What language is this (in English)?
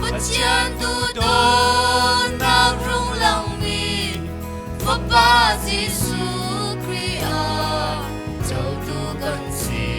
Falam Chin